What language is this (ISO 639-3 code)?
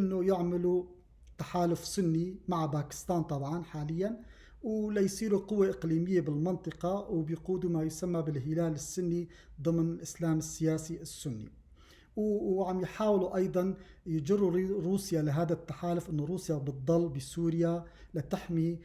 apc